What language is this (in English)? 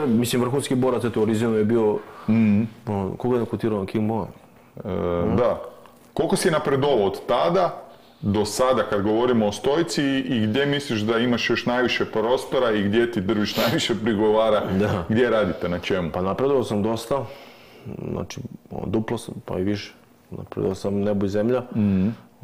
Serbian